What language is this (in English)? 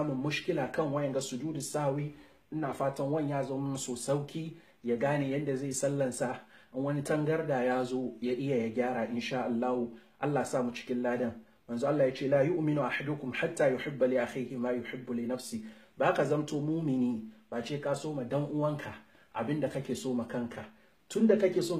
Hausa